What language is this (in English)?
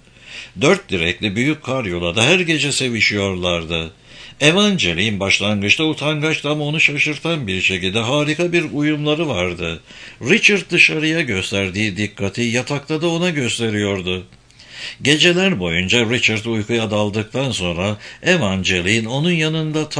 Turkish